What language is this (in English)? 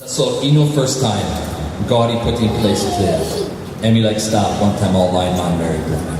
Tok Pisin